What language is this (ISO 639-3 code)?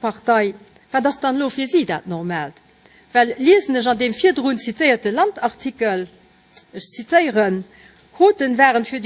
ltz